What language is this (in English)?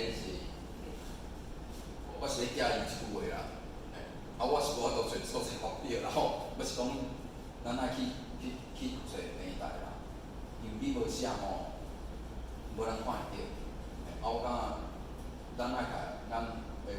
Min Nan Chinese